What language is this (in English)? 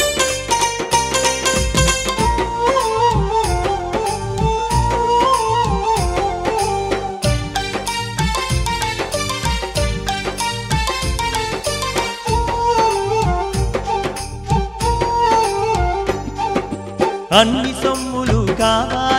Telugu